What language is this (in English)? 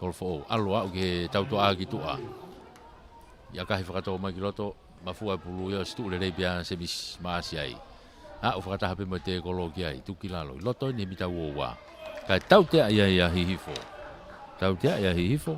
Tongan